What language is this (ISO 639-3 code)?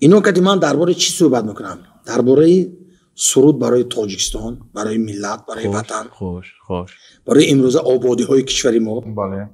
tgk